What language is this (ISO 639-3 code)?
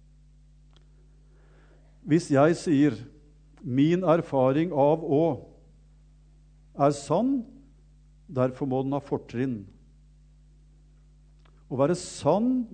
nor